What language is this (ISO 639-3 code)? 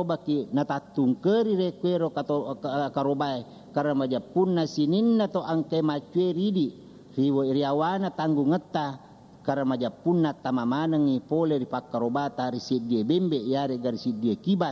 bug